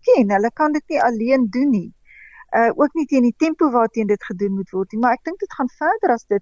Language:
Afrikaans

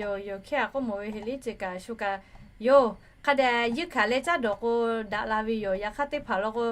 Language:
Lahu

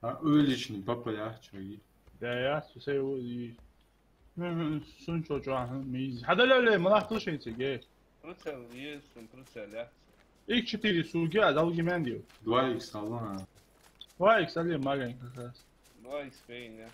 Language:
Ingush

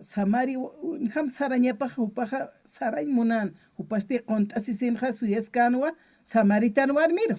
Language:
Aymara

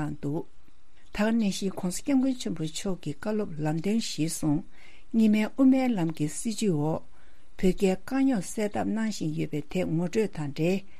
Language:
Tibetan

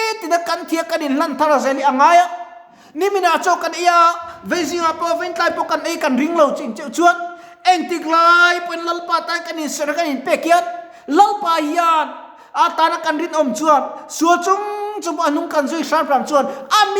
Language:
Mizo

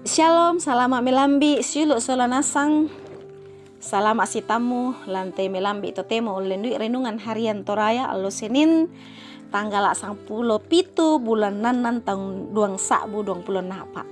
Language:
Toraja-Sa'dan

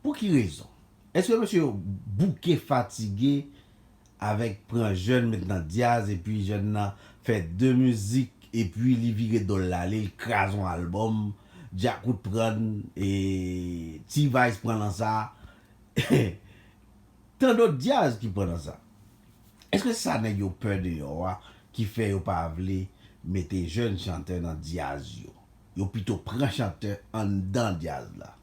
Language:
Haitian Creole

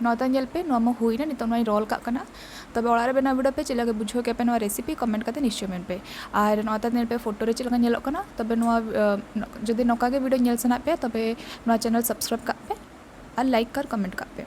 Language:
Santali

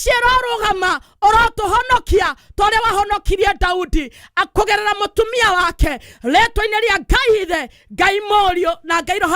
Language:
Kikuyu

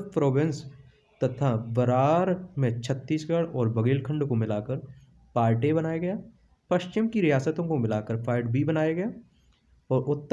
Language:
Hindi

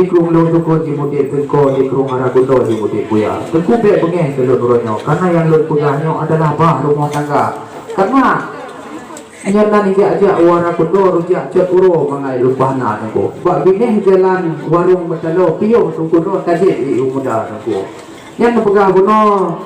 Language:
Achinese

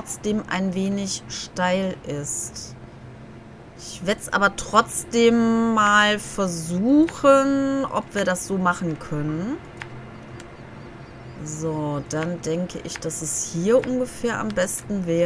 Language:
German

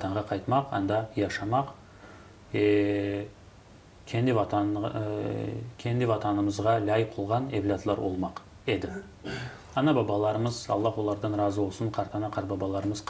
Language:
Crimean Tatar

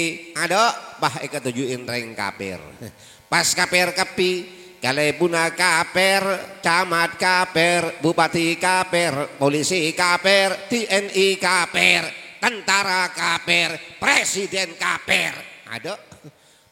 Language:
Madurese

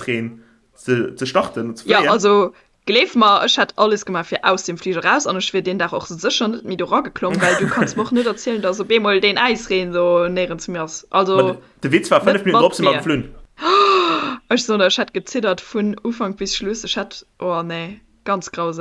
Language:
Luxembourgish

